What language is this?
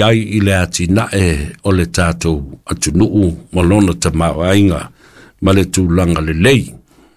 Samoan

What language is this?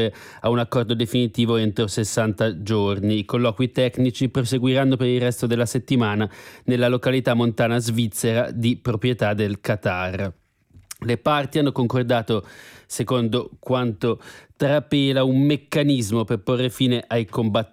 Italian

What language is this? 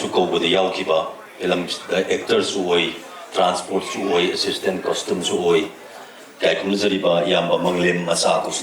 Manipuri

